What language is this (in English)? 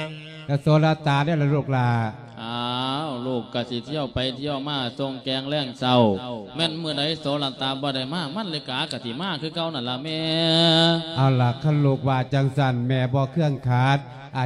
Lao